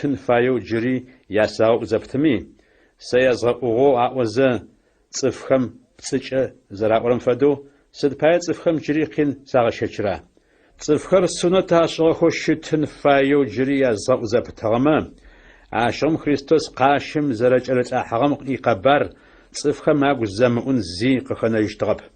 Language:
Adyghe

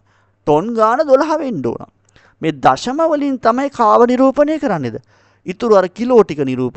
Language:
Sinhala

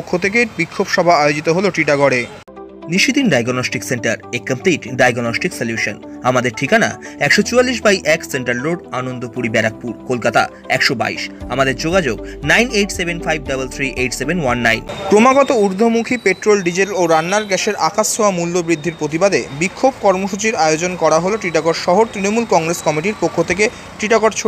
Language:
Bangla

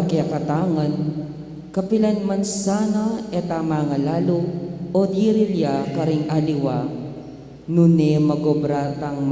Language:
Pampanga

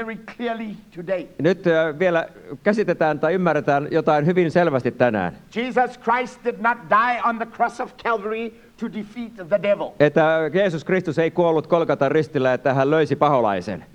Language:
Finnish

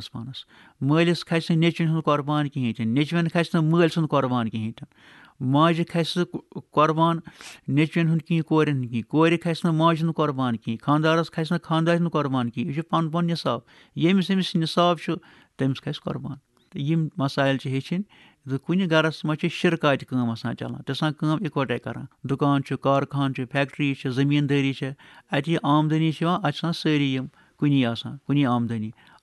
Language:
Kashmiri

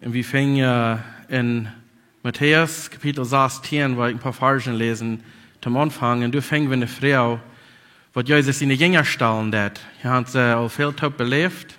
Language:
Plautdietsch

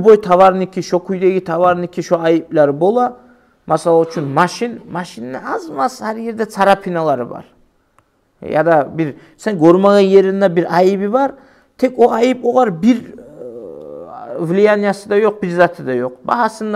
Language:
Kumyk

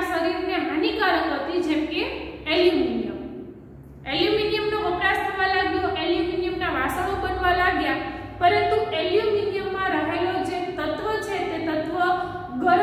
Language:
Gujarati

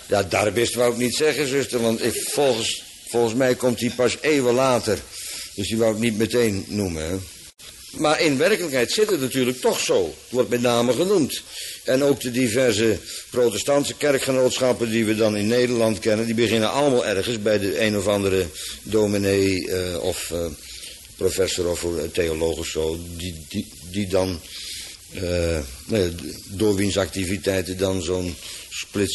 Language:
Dutch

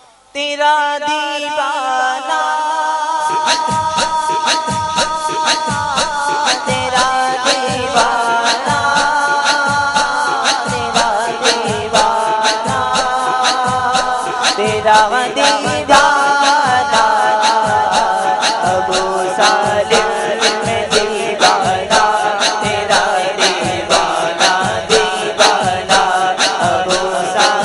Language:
Urdu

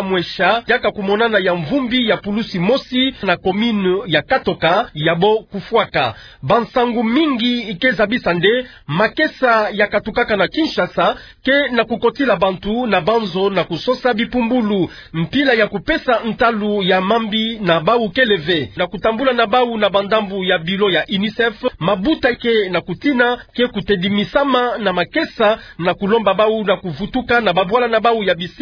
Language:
Kituba (Democratic Republic of Congo)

